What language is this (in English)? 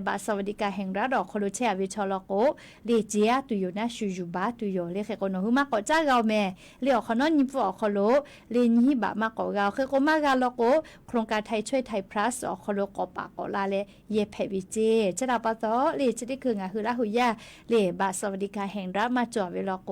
Lahu